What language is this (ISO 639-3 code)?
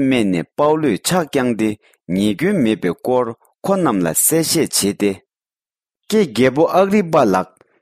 bod